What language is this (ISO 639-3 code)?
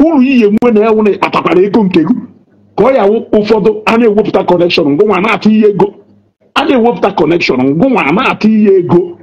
ibo